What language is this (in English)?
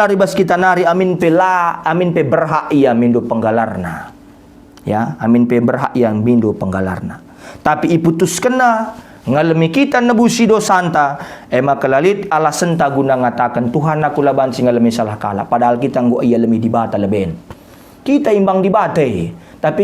Batak Karo